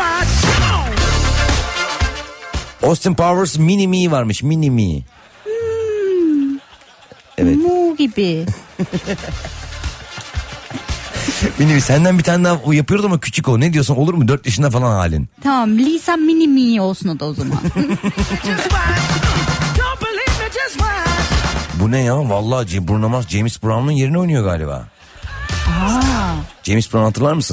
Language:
Turkish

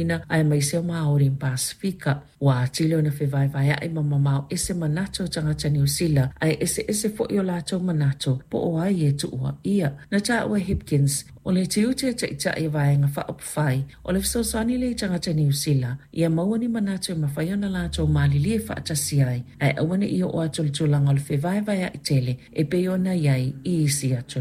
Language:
Samoan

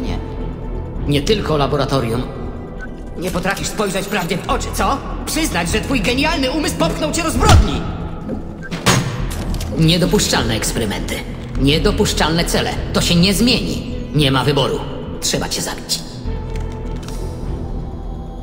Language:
Polish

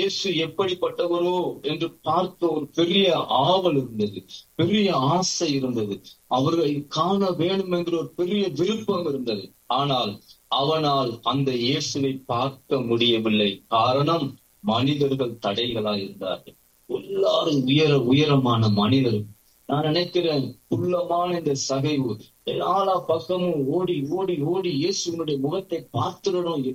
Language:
Tamil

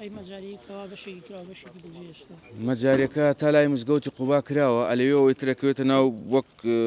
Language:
Central Kurdish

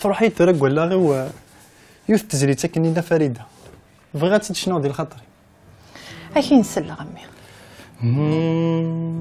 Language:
Kabyle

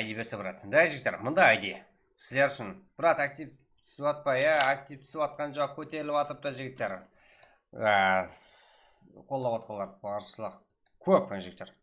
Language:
Kara-Kalpak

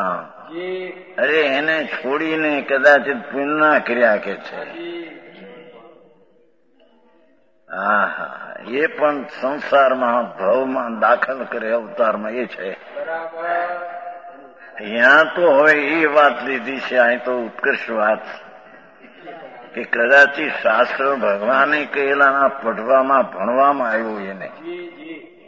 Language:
Gujarati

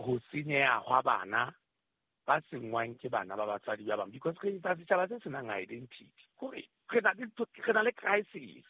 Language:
Southern Sotho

